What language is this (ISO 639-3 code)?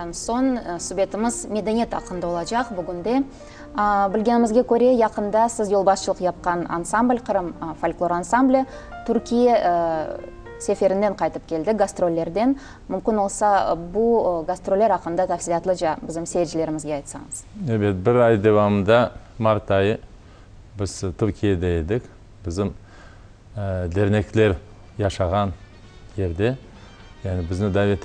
crh